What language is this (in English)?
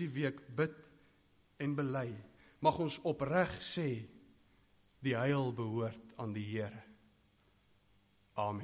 Afrikaans